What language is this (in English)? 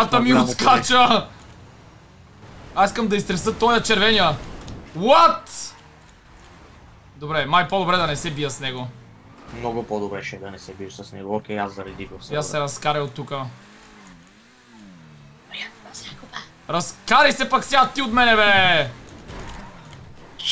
Bulgarian